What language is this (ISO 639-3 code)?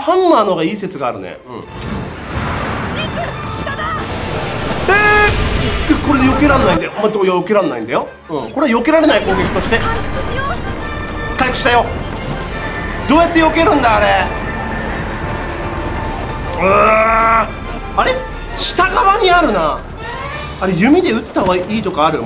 jpn